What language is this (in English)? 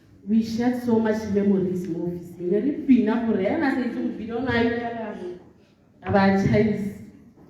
Tswana